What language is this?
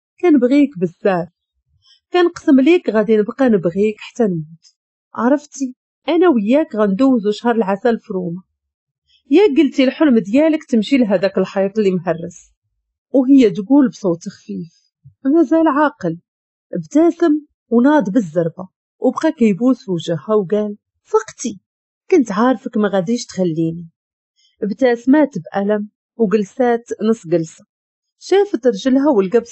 Moroccan Arabic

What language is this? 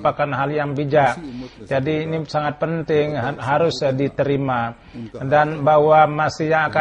Indonesian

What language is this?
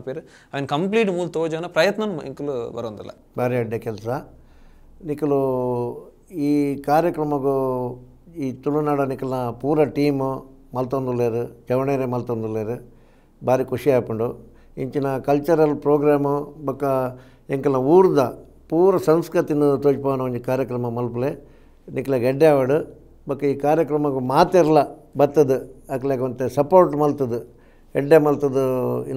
Tulu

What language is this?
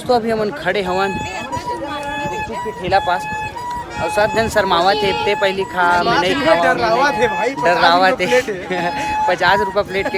Chhattisgarhi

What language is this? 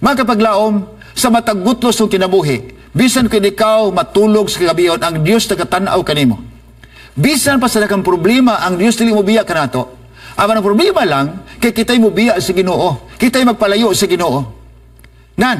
Cebuano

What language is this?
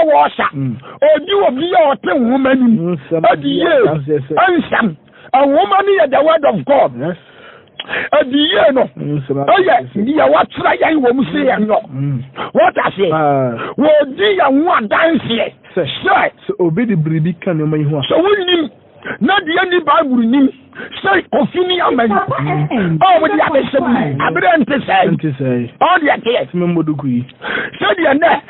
Akan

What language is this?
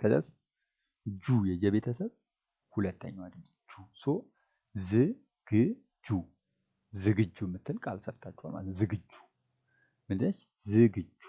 Amharic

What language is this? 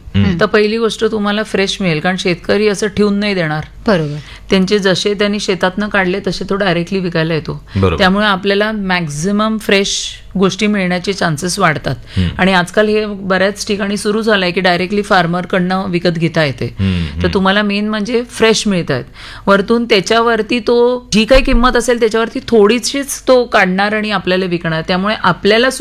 Marathi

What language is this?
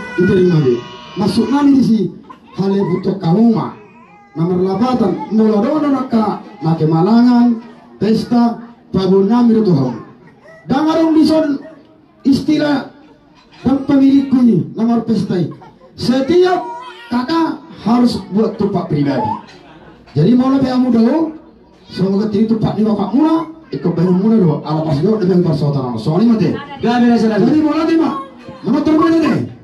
Batak Toba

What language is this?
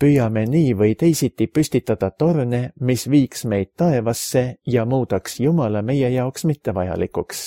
Estonian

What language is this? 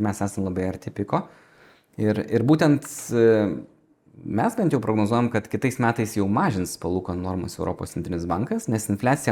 Lithuanian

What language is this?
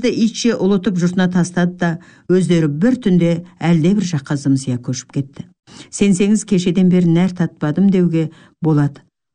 Kazakh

